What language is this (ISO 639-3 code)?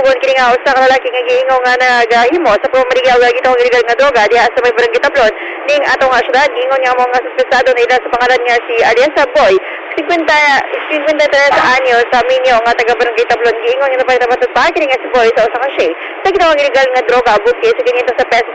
ceb